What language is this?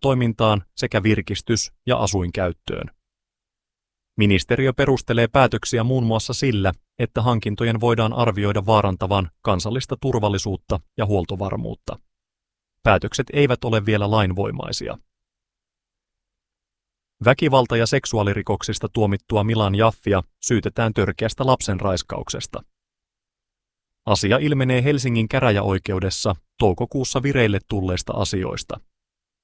Finnish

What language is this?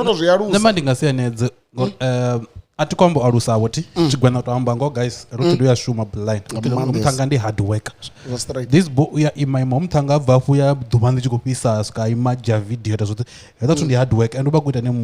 Venda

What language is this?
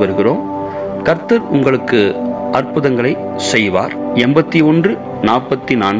Tamil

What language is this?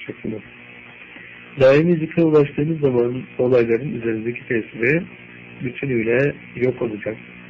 Turkish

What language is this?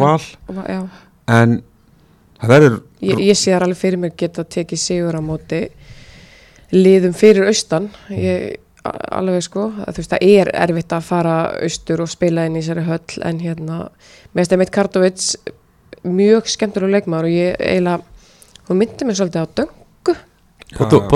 Icelandic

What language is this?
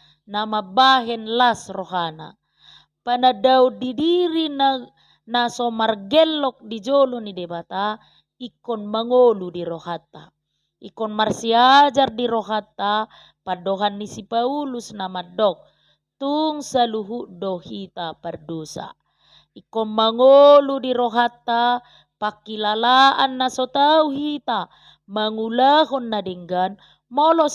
Batak Toba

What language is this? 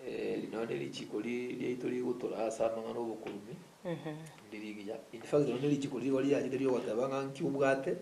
Gusii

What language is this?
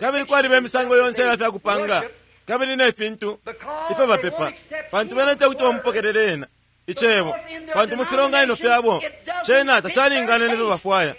Bemba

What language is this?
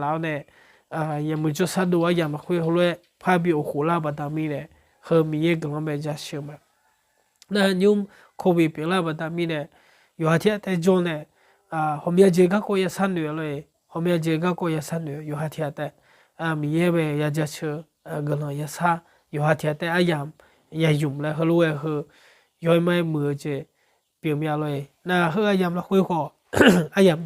Akha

